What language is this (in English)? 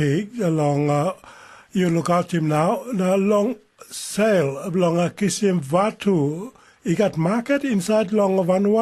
Tok Pisin